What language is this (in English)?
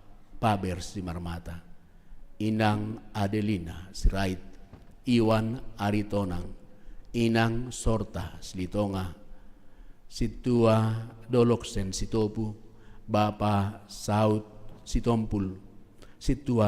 Batak Simalungun